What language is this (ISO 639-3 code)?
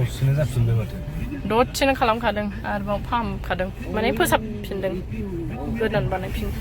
brx